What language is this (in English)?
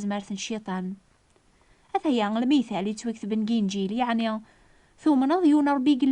Kabyle